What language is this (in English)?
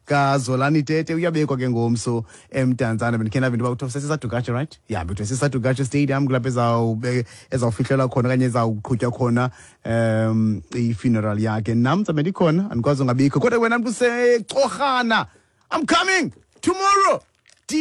Xhosa